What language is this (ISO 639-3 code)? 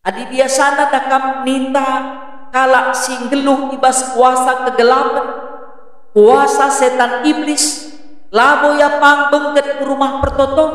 btx